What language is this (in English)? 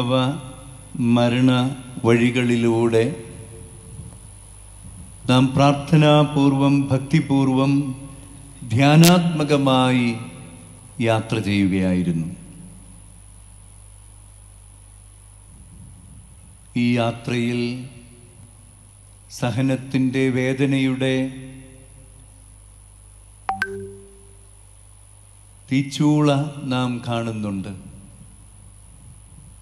Malayalam